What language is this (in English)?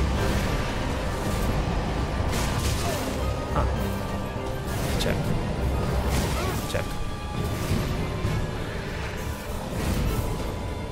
Italian